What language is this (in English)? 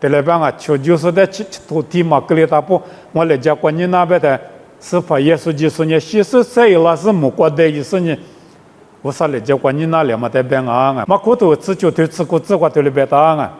Lisu